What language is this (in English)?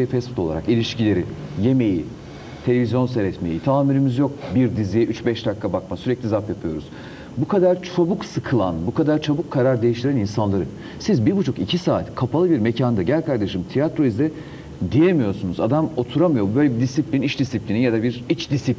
Turkish